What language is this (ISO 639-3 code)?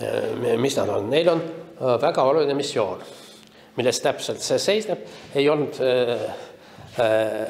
est